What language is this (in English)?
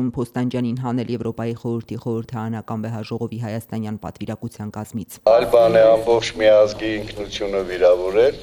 Armenian